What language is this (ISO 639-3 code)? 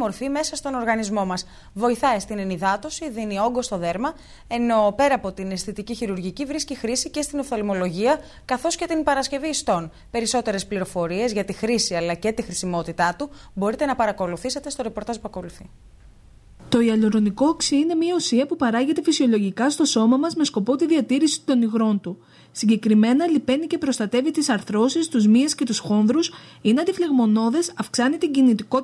ell